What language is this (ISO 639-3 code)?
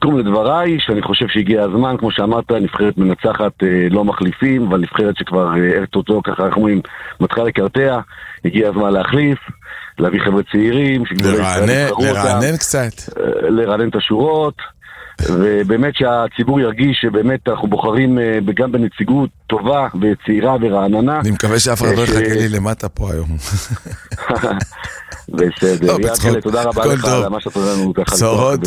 heb